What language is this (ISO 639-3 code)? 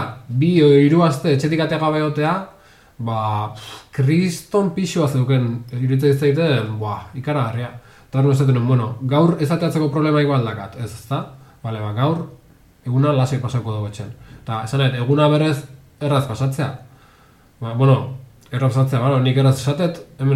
eus